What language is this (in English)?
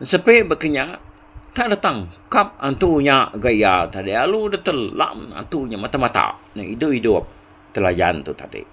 Iban